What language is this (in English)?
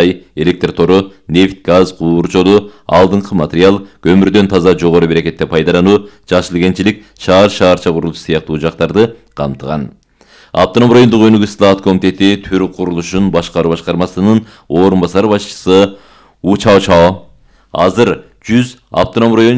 Kyrgyz